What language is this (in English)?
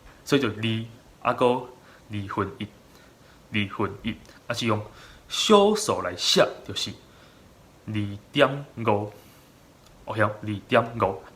Min Nan Chinese